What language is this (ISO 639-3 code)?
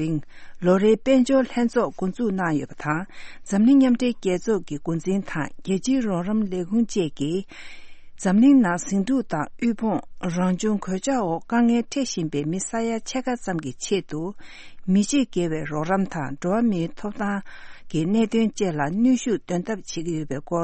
bod